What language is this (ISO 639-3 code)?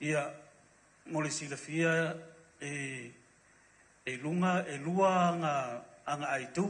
smo